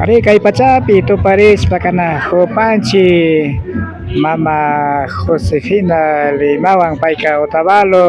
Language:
Imbabura Highland Quichua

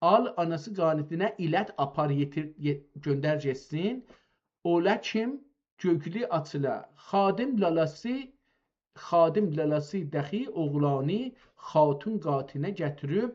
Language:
South Azerbaijani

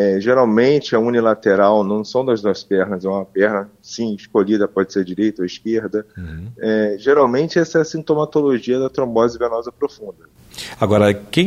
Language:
Portuguese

